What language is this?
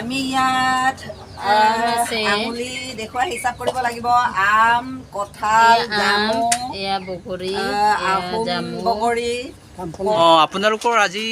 Assamese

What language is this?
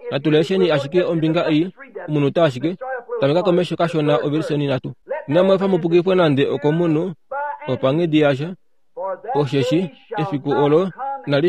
Kuanyama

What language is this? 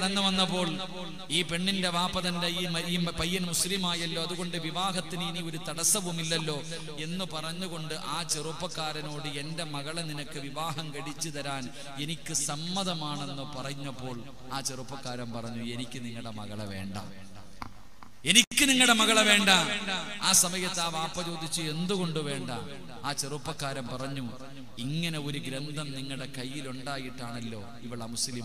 Malayalam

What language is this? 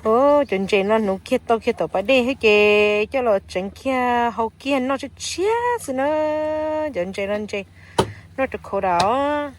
Hmong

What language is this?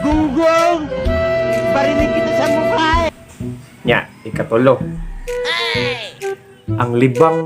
Cebuano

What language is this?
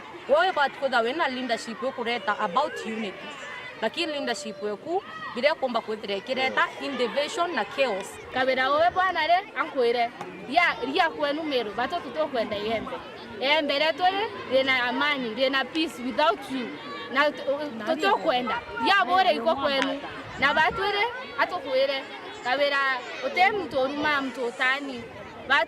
Meru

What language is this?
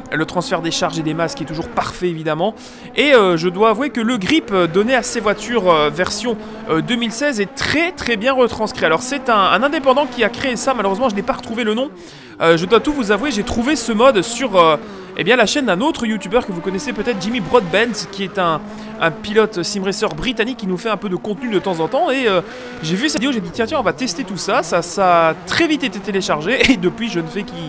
French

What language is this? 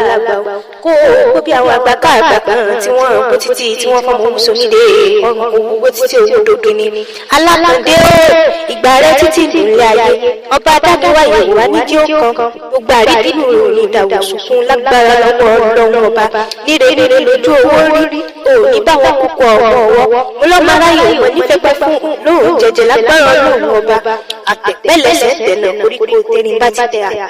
Yoruba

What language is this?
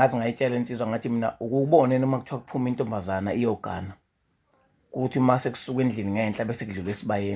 Zulu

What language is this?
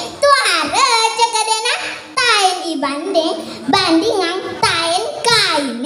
Balinese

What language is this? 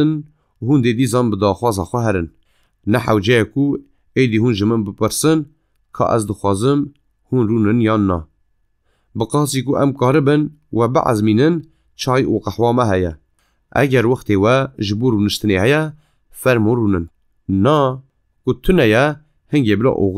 Kurdish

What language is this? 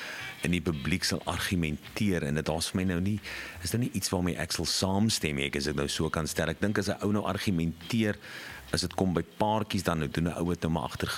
Afrikaans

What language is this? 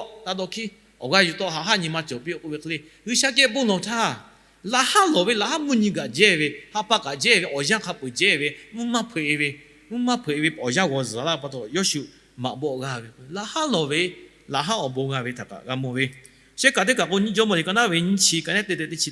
Lahu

